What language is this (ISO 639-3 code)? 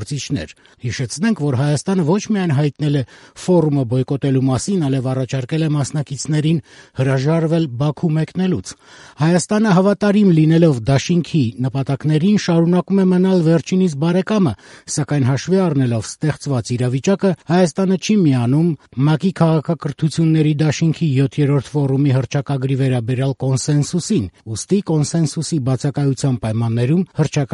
hye